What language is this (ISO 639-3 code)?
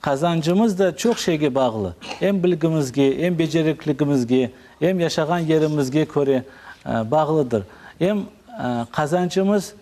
crh